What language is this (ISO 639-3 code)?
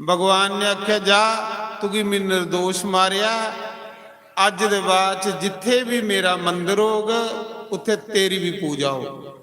doi